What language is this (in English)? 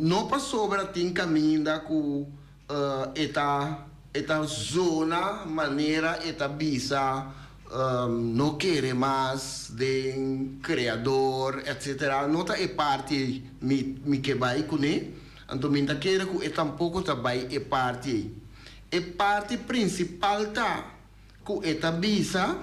Papiamento